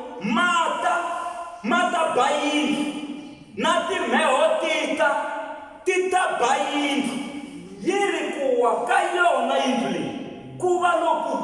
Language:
Tsonga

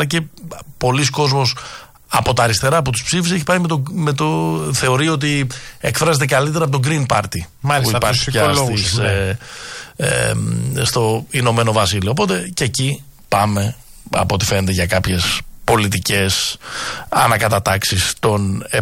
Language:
Greek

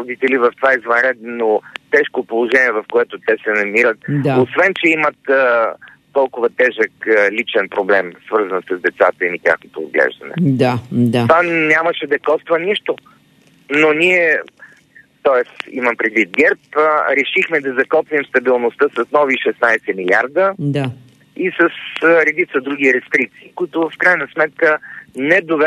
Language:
Bulgarian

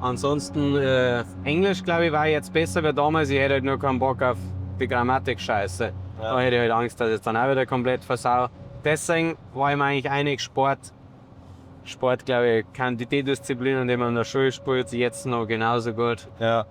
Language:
Bavarian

